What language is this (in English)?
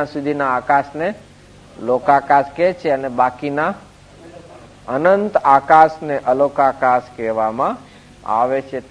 Gujarati